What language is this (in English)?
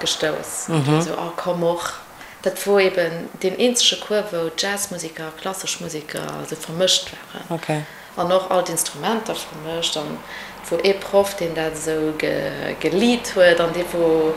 Luxembourgish